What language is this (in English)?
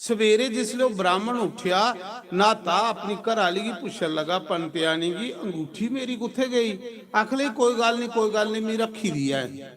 Dogri